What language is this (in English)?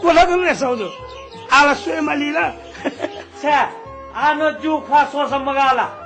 Newari